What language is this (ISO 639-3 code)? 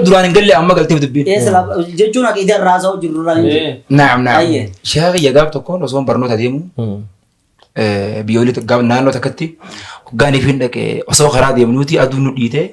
orm